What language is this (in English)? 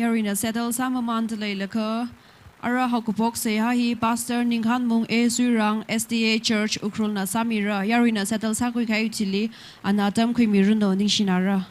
Tangkhul Naga (India)